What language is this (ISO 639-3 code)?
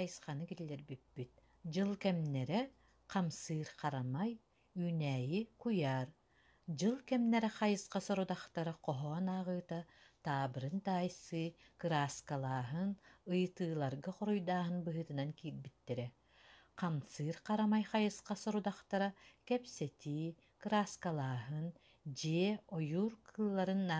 sah